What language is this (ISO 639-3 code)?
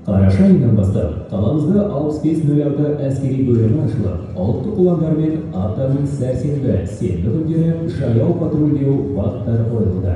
kaz